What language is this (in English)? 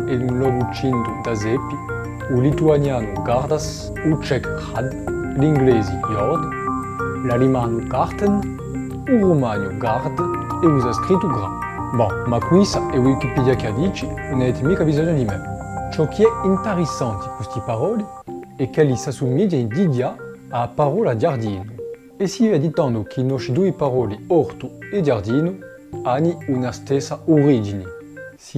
Corsican